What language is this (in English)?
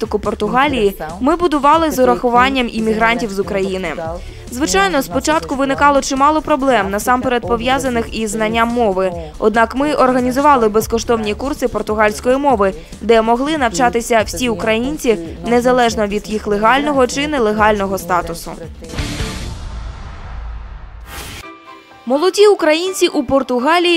Ukrainian